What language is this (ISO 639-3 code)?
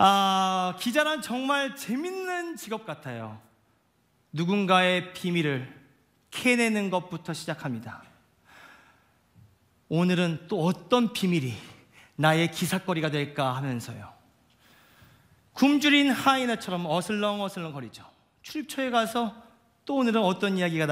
kor